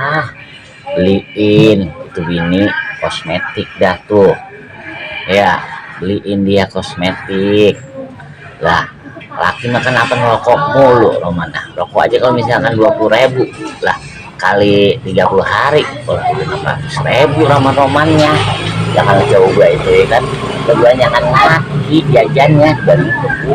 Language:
Betawi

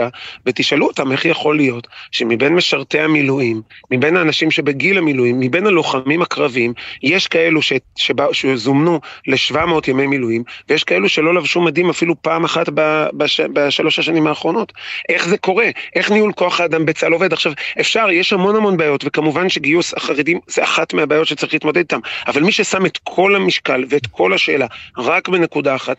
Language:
Hebrew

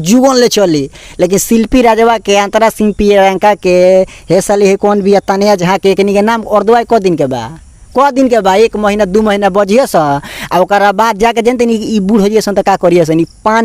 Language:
Bhojpuri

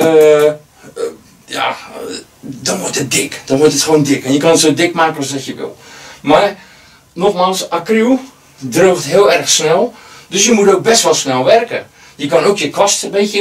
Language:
Dutch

